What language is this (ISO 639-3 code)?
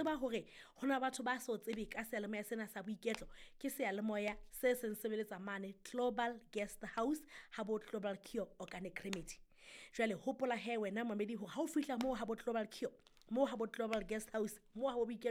sot